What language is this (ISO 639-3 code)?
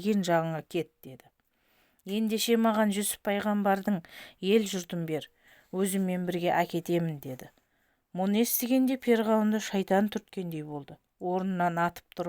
kaz